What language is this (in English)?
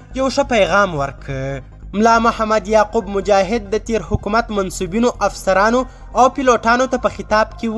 Pashto